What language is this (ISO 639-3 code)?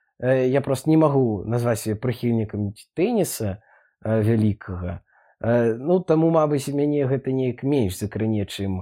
bel